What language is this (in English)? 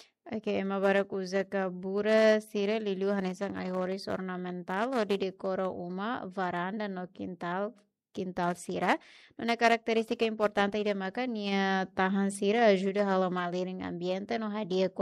Tetum